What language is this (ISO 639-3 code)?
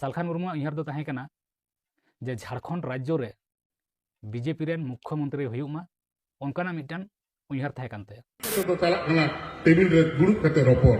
sat